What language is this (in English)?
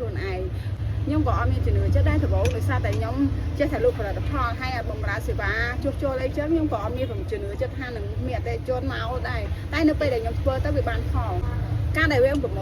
Khmer